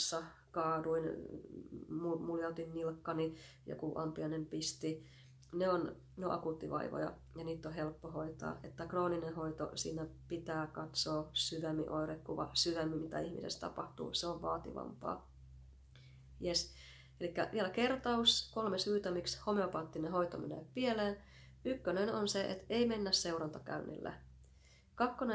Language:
Finnish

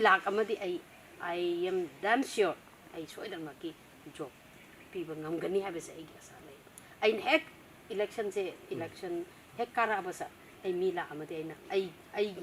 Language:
Manipuri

